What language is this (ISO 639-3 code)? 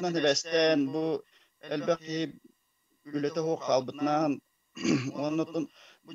sah